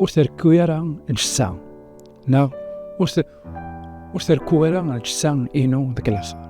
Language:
Kabyle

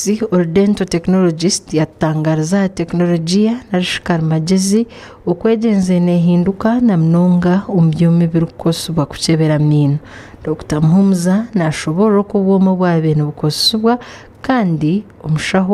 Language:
Nyankole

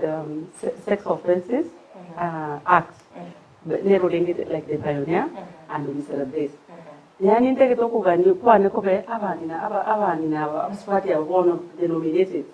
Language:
Gusii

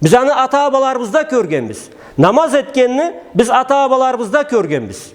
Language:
Karachay-Balkar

